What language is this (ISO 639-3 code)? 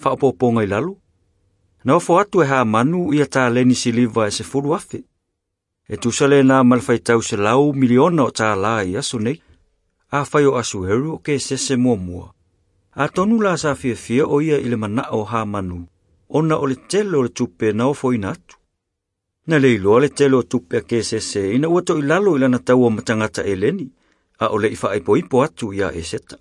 smo